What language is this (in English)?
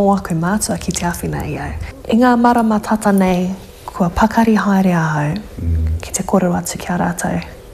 Māori